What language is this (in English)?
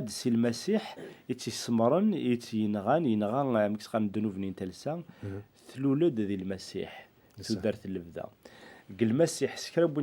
Kabyle